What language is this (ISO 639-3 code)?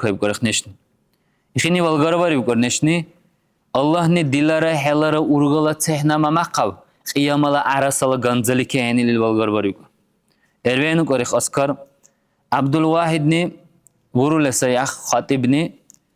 dar